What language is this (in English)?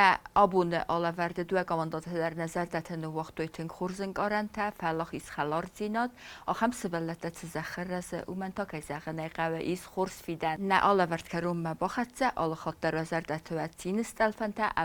Ossetic